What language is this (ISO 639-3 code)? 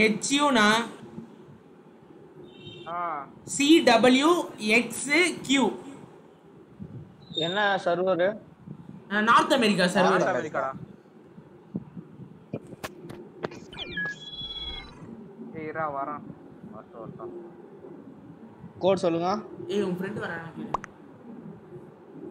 tam